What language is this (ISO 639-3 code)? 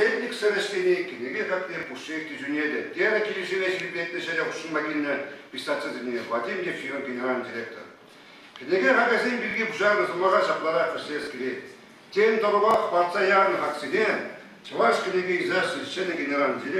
chv